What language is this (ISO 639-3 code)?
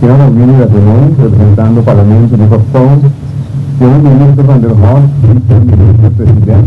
pap